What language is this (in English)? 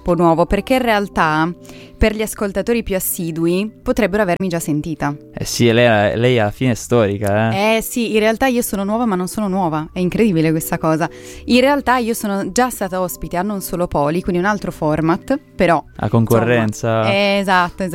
Italian